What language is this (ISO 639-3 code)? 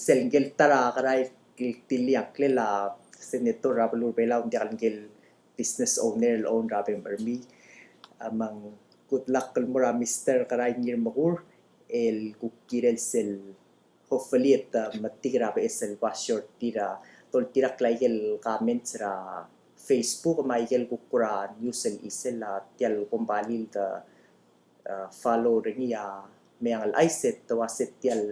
pau